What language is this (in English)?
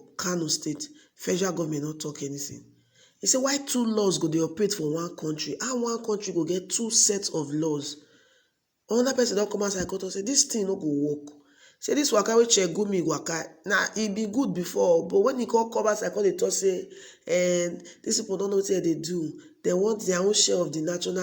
Nigerian Pidgin